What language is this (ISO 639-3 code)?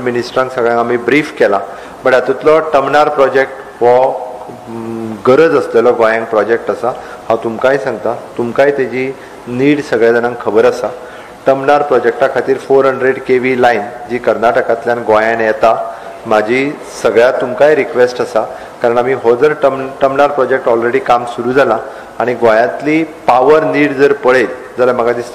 kok